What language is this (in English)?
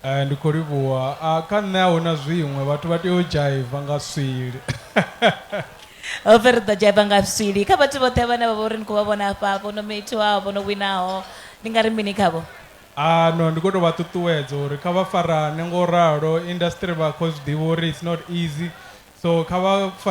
Venda